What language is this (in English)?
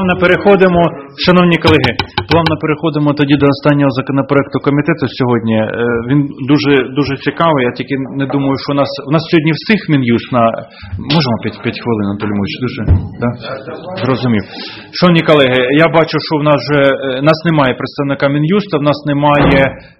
Ukrainian